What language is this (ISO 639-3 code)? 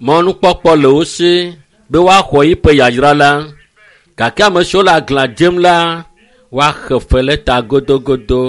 ewe